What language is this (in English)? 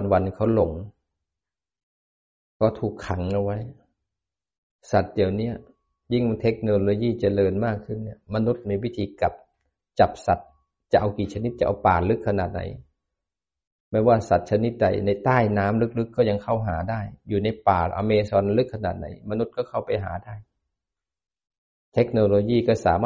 Thai